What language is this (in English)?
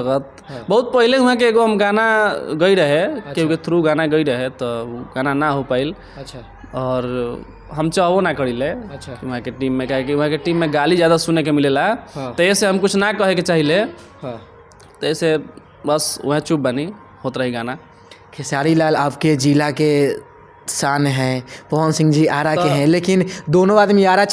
Bhojpuri